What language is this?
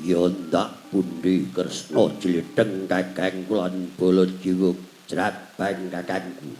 Javanese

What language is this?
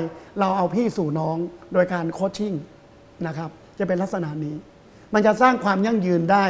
Thai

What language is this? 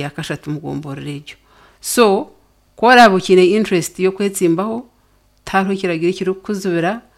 Nyankole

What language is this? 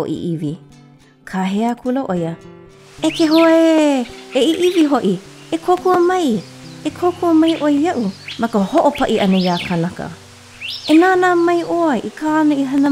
Hawaiian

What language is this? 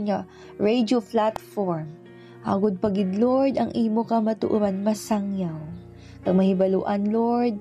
Hiligaynon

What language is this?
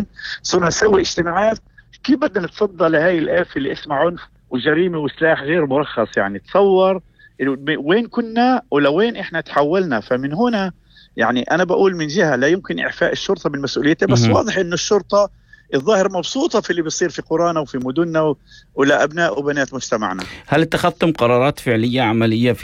North Levantine Arabic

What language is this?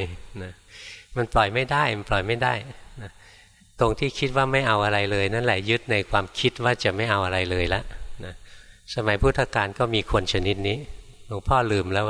Thai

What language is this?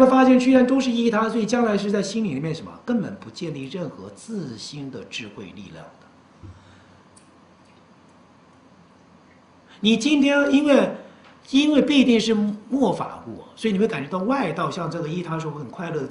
Chinese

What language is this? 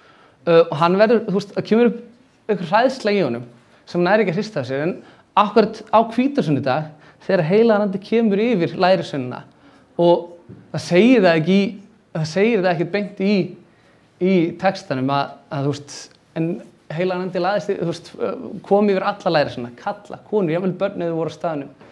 Icelandic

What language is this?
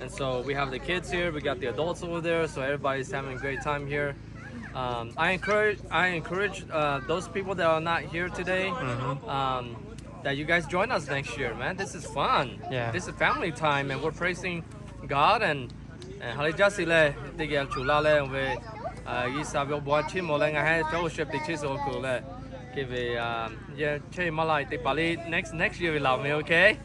Lahu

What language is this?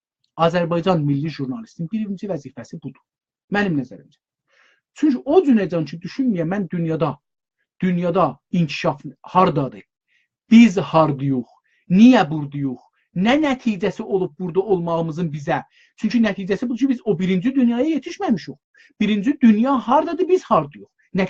South Azerbaijani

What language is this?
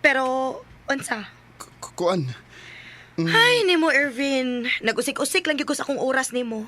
Cebuano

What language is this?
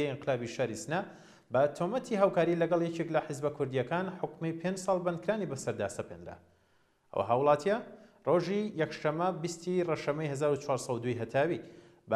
Central Kurdish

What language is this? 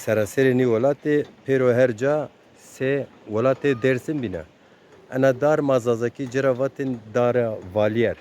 Zaza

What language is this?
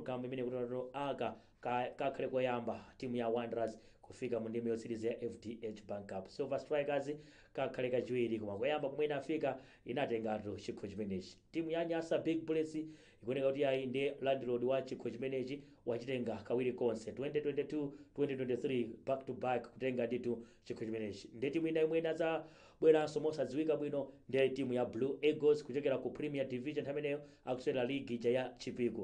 Nyanja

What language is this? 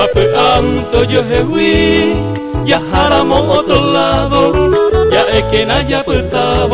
Guarani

